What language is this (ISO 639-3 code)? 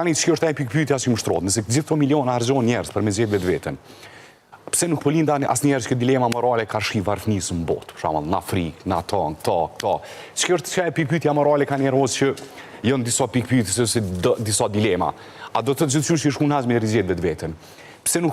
sqi